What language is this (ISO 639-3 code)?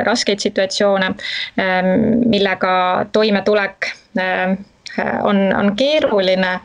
est